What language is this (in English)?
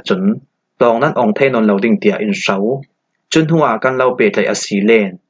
Falam Chin